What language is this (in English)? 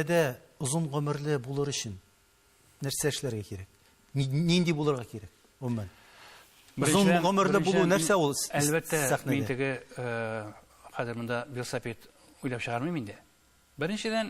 Tatar